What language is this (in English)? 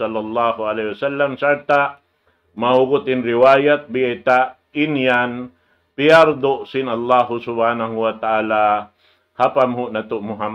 Tausug